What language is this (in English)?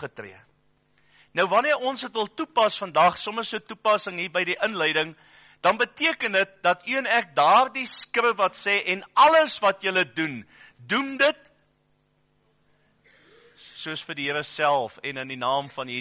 Afrikaans